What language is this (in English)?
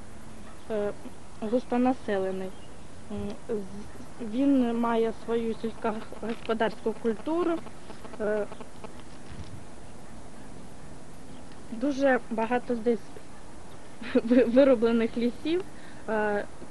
Ukrainian